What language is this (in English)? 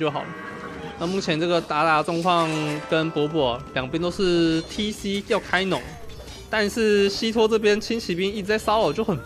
Chinese